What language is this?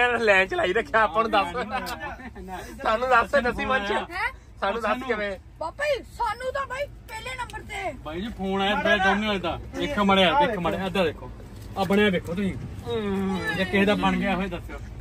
Punjabi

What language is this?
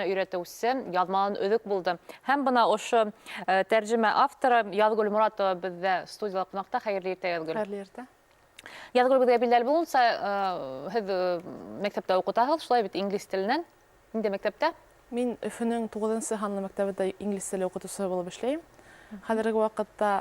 Bashkir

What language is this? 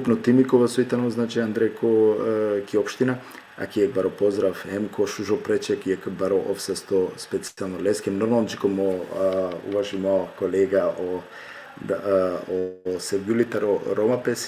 Balkan Romani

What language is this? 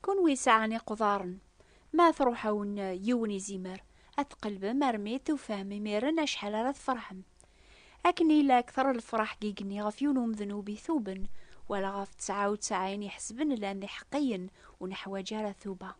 Kabyle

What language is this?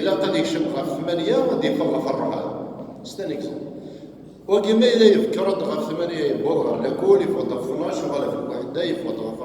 Kabyle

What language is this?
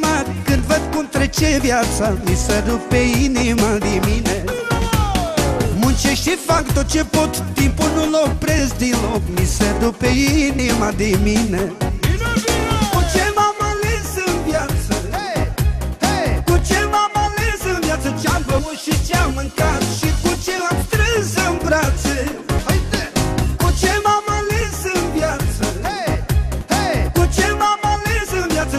Romanian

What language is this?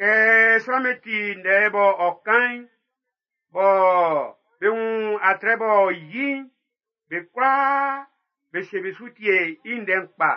Baoulé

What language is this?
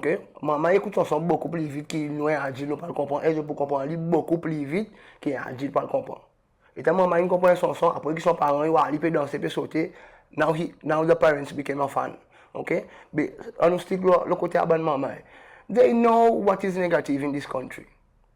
Seselwa Creole French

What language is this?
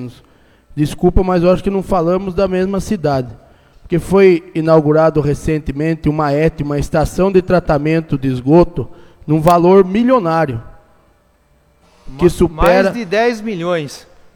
Portuguese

